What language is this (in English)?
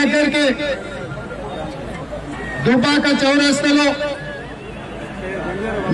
Telugu